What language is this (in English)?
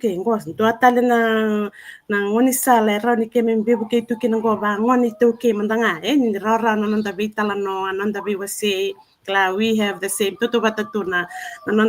Fijian